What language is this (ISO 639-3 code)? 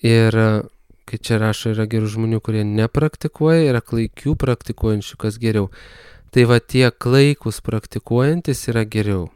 lit